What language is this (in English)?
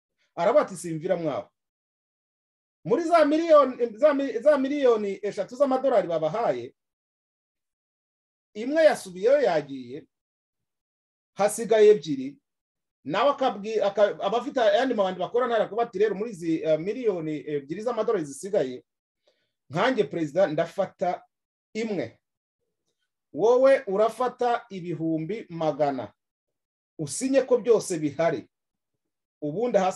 Kinyarwanda